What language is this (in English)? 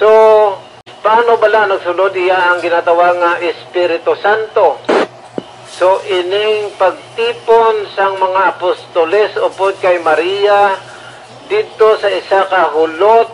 Hiligaynon